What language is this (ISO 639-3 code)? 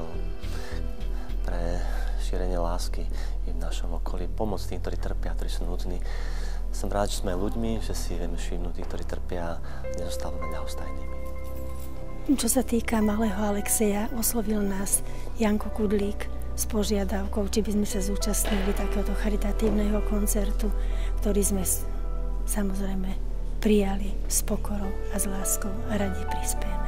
slk